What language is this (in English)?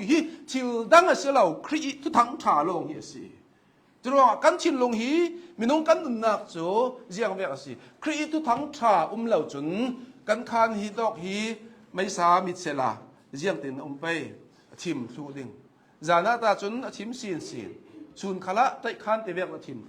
Hakha Chin